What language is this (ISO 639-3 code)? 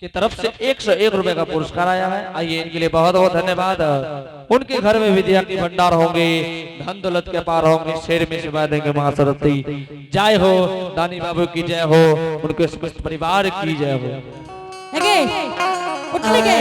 anp